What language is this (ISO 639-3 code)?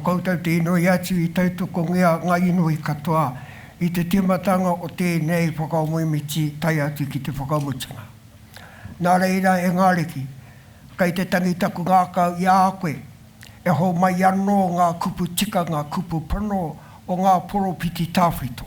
mri